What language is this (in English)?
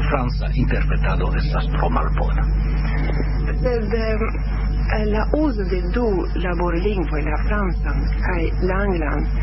Esperanto